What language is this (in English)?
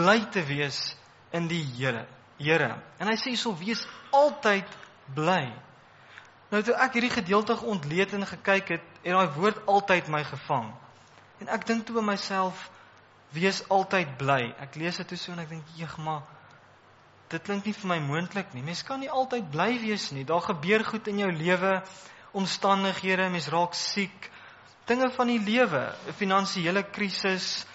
Afrikaans